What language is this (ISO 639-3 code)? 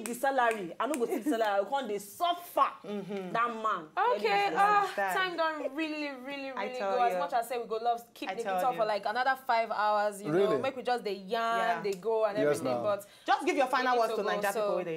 pcm